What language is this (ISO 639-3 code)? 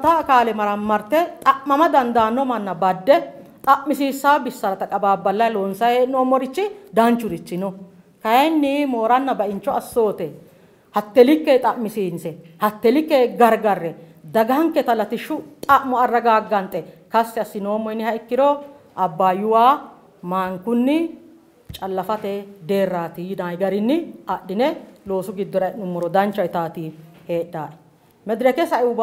sid